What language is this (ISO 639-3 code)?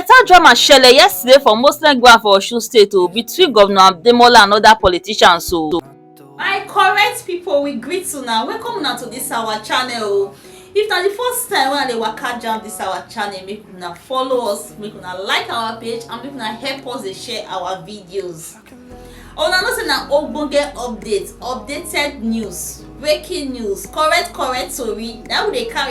pcm